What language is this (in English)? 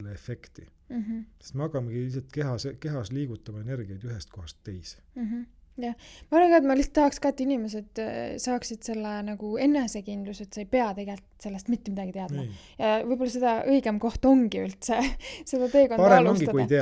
Estonian